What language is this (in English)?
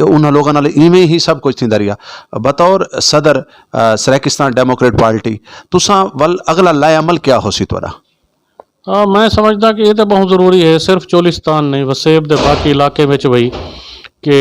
Saraiki